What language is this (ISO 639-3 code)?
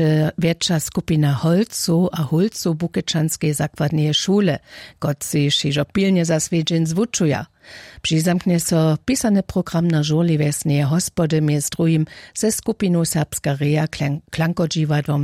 hsb